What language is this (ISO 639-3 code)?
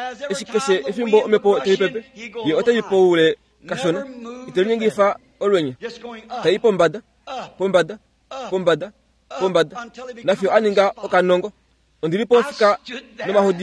kua